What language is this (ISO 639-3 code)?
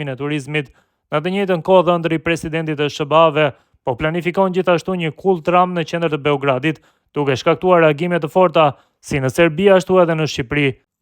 sqi